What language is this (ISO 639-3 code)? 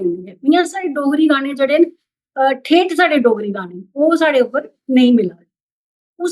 doi